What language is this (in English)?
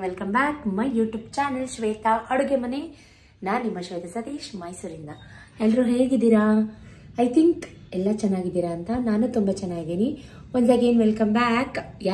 Kannada